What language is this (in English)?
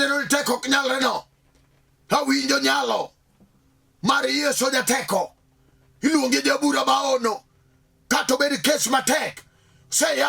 Luo (Kenya and Tanzania)